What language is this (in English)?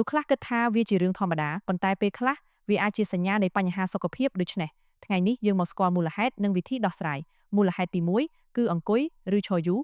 Khmer